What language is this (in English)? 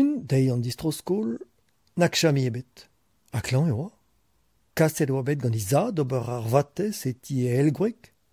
Breton